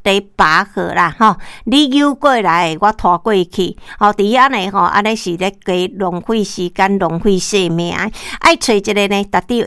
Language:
Min Nan Chinese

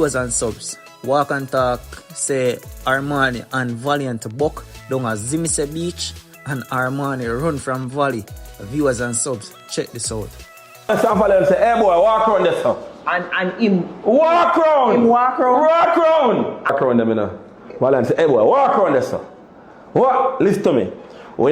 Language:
Jamaican Creole English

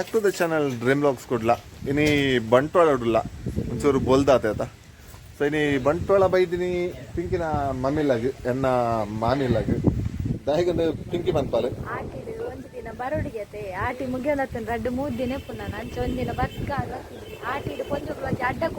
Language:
Tulu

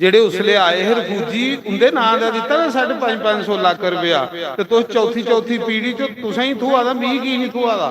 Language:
Dogri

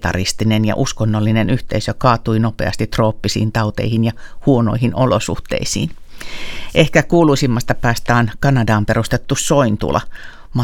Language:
Finnish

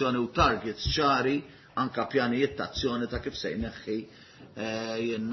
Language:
Maltese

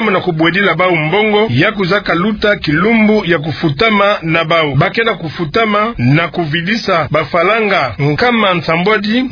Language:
Kituba (Democratic Republic of Congo)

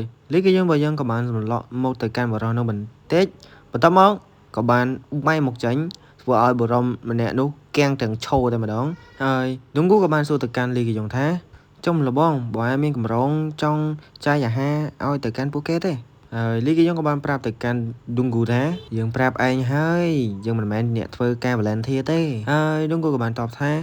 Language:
Khmer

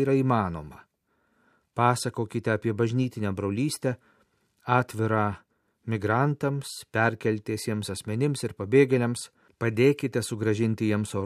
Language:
Lithuanian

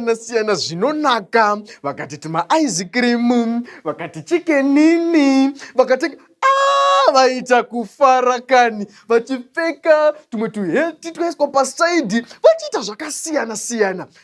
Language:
Shona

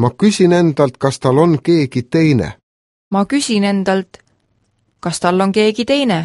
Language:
Estonian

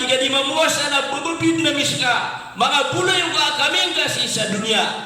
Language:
Maranao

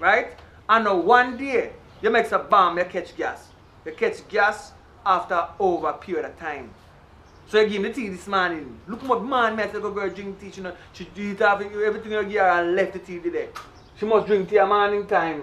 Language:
Jamaican Creole English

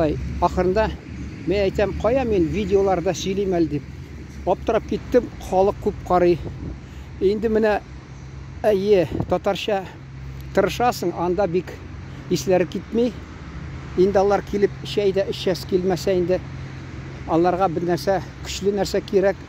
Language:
Tatar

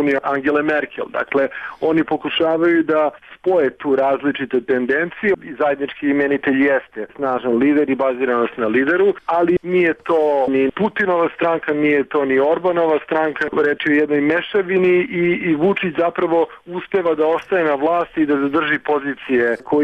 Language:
Serbian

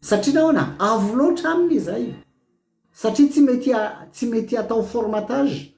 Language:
Malagasy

